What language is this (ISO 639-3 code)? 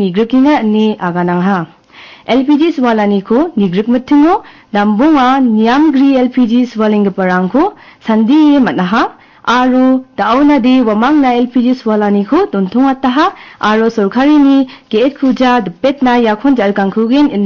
grt